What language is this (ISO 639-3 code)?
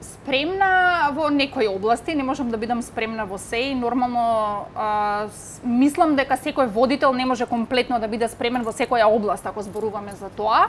mkd